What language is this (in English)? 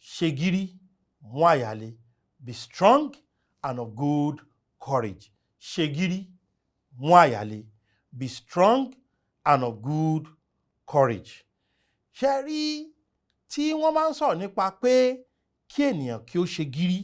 Yoruba